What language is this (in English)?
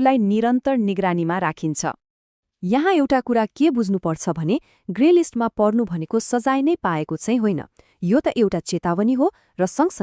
Nepali